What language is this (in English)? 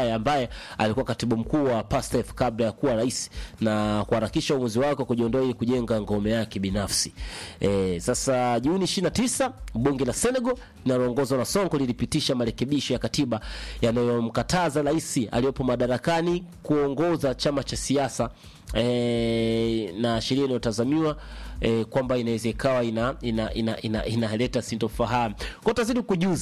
Swahili